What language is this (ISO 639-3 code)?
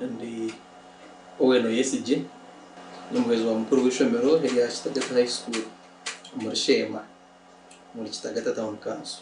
nyn